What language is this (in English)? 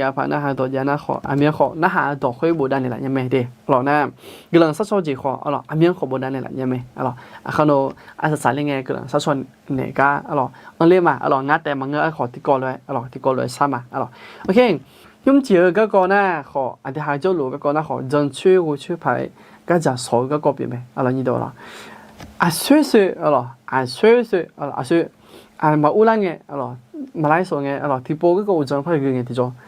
Akha